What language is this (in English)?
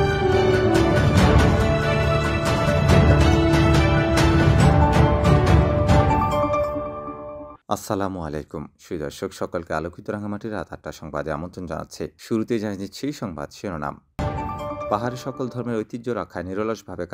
Bangla